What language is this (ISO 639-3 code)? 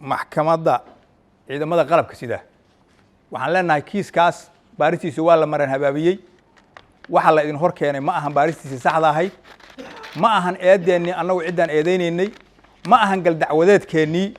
som